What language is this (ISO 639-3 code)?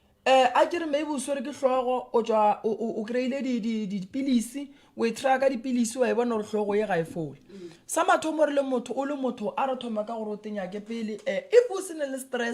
nso